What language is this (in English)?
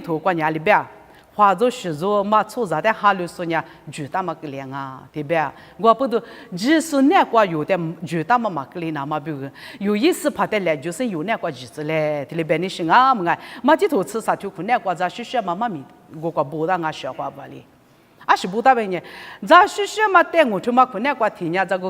Lisu